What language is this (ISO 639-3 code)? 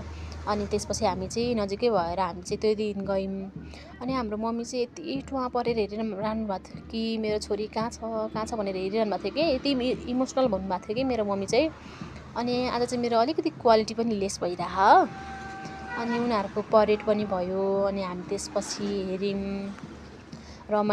nep